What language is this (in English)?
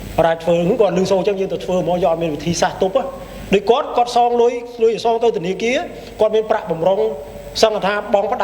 Khmer